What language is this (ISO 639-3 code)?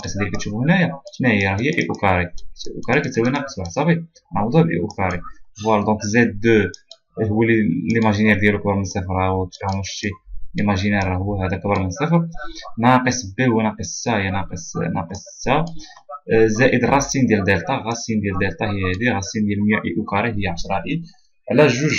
ary